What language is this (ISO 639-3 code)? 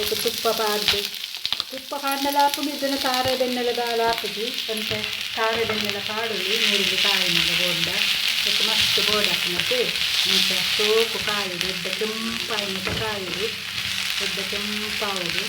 tcy